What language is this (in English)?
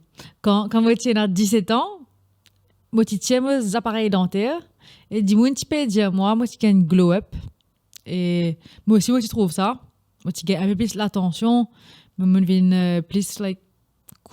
Morisyen